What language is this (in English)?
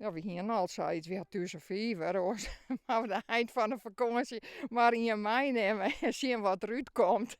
Western Frisian